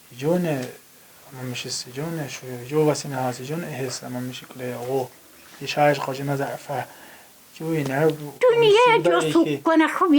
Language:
Tsakhur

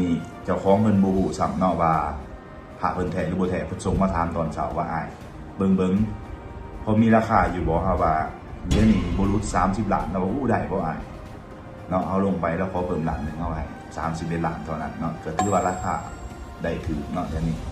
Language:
Lao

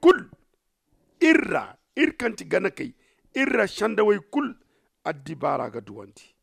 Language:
Zarma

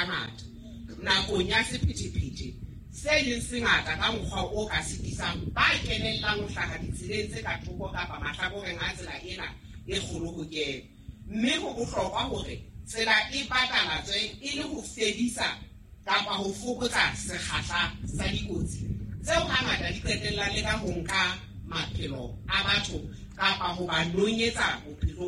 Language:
Southern Sotho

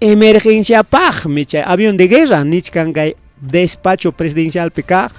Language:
Ayacucho Quechua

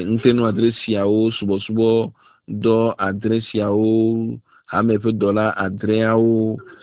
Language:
Ewe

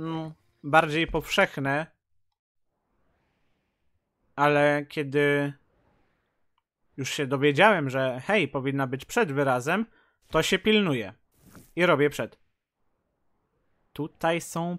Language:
Polish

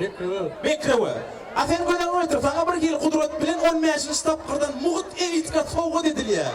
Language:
Turkmen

